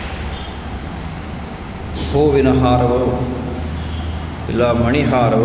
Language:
Kannada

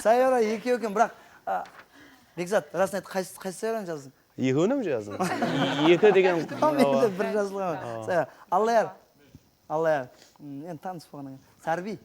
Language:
Kara-Kalpak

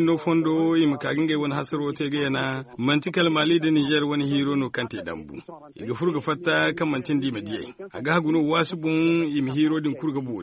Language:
Zarma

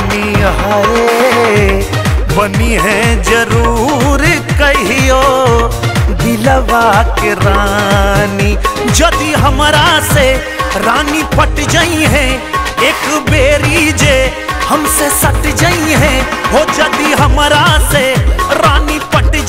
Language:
Bhojpuri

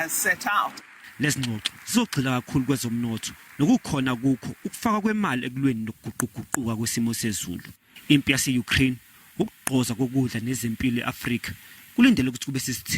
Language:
Zulu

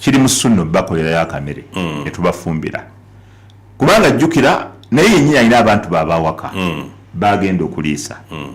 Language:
Ganda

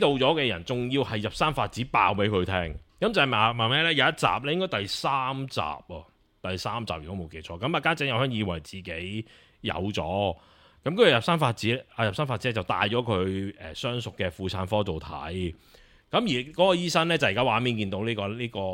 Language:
Cantonese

